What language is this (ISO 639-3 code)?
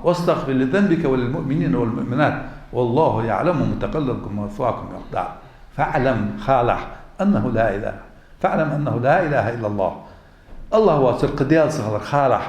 inh